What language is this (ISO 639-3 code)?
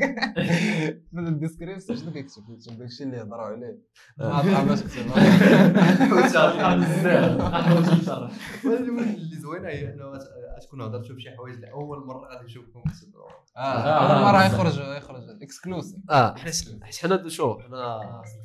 ary